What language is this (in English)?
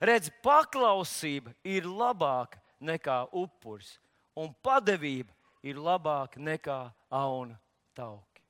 Latvian